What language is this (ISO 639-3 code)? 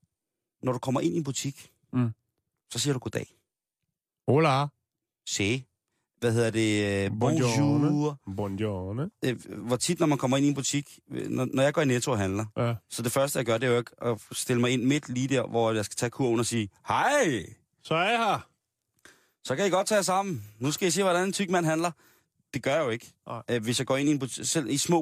dan